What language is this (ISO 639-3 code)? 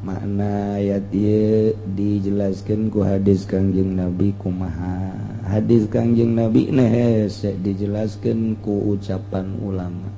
sun